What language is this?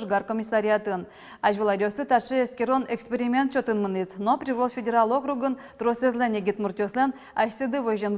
Udmurt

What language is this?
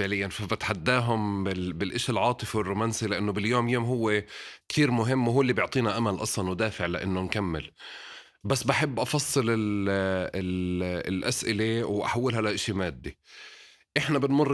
North Levantine Arabic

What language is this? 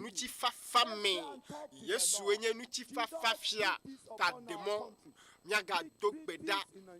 Ewe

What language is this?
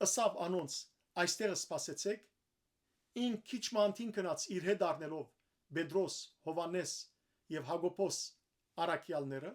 Western Armenian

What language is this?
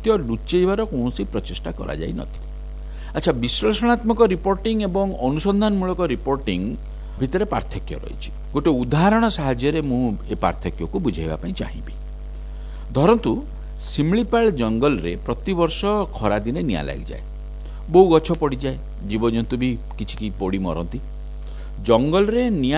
Odia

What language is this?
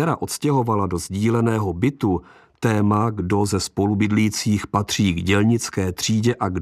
Czech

